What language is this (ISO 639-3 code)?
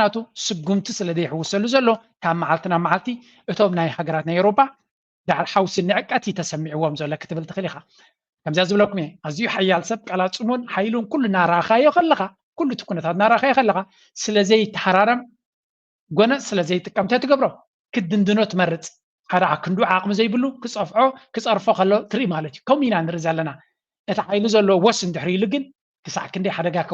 tir